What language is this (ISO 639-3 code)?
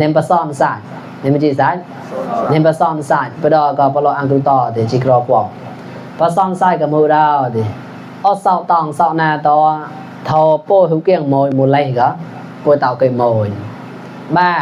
mnw